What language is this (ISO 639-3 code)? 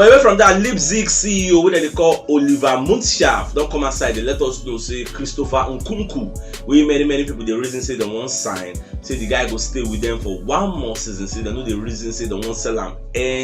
pcm